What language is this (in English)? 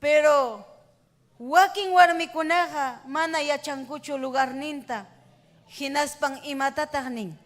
Ayacucho Quechua